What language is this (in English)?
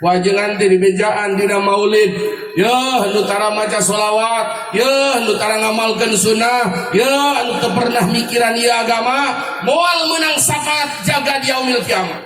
Sundanese